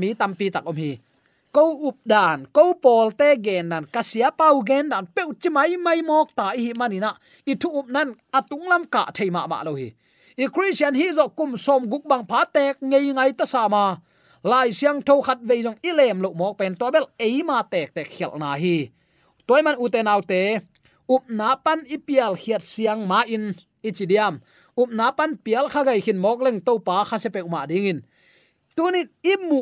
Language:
Tedim Chin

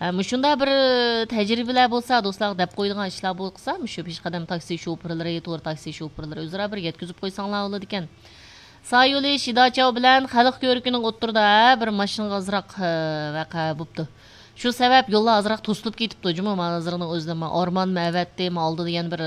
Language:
Uyghur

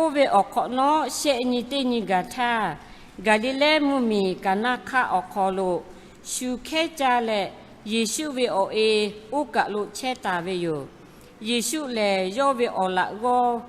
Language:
Lahu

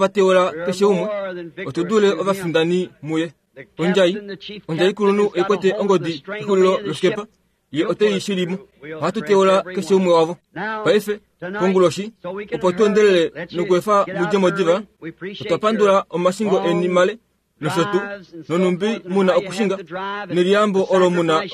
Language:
Kuanyama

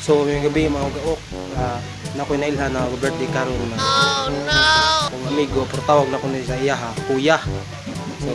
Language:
Cebuano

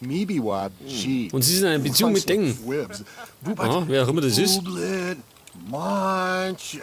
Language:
Bavarian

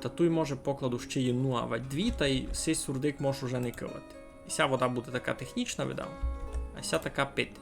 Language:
Rusyn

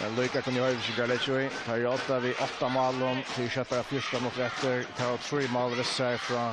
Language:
Faroese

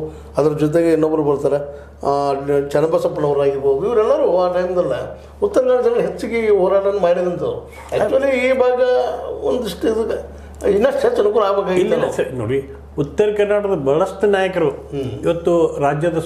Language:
Kannada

